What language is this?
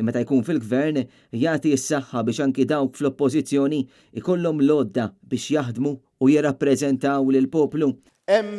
Maltese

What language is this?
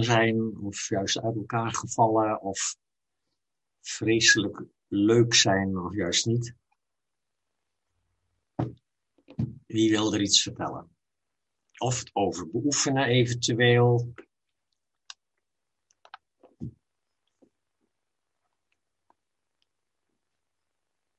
Dutch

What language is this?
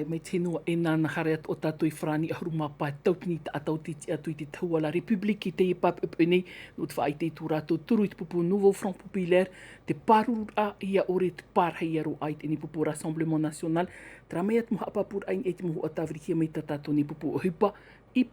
Tahitian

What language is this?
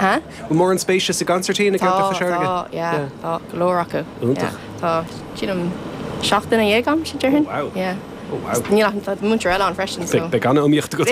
Irish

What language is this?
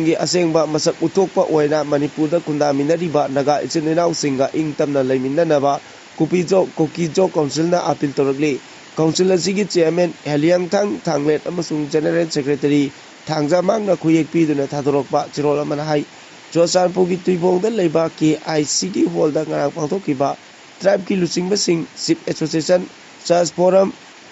Manipuri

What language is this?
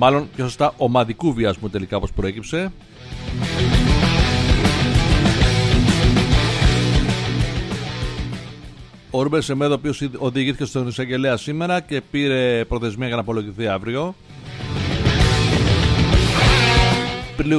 Greek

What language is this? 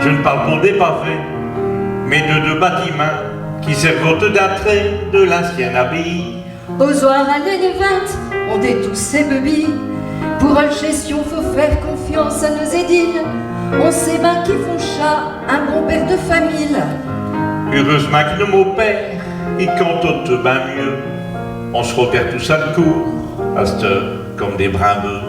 Picard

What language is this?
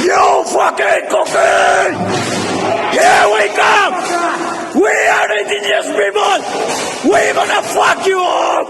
Paite Chin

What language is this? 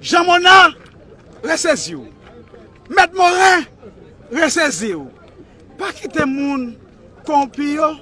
Haitian Creole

